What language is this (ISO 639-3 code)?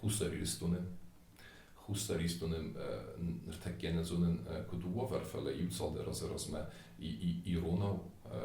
oss